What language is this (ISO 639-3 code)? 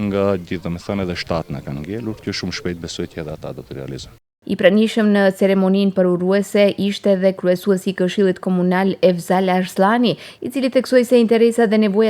sqi